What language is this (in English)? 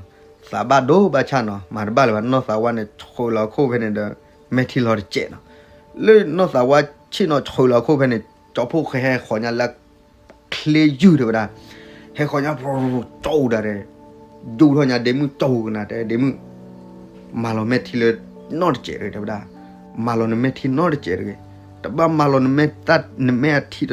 S'gaw Karen